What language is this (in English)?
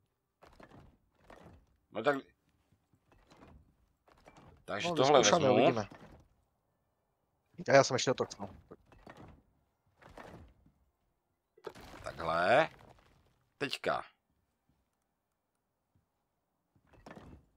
Czech